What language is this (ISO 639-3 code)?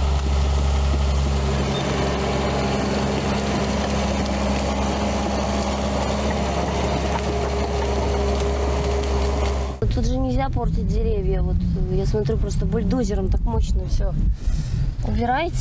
rus